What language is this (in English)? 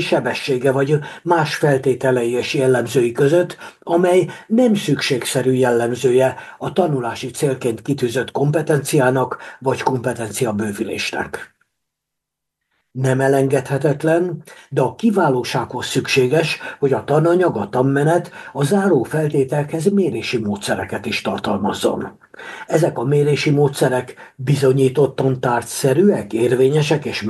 Hungarian